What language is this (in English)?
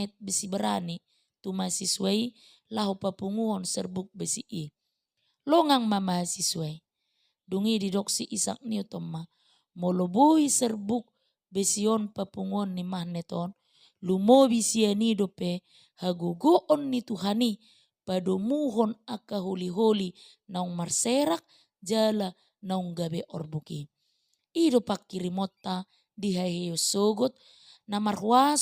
Batak Toba